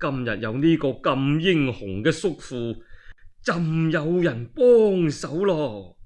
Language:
Cantonese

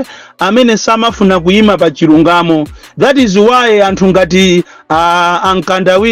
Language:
Nyanja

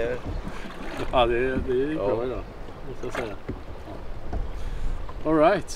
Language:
Swedish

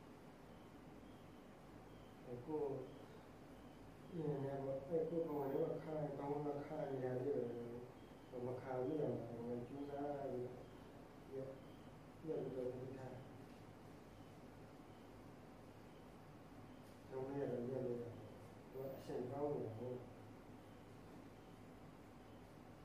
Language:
Burmese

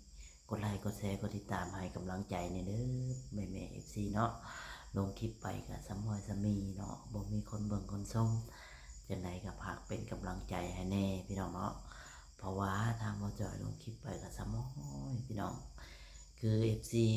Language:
Lao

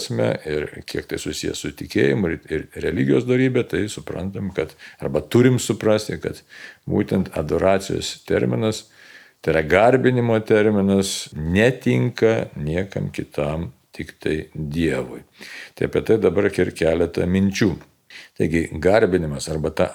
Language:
Lithuanian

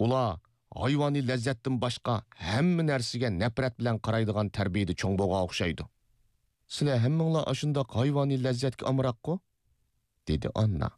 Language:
Uyghur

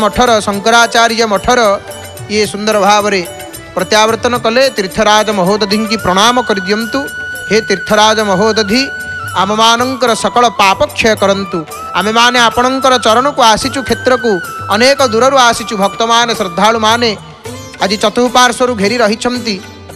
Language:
Odia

